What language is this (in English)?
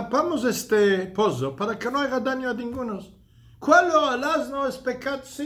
Ladino